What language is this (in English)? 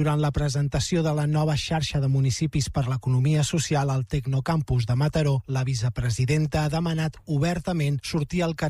Catalan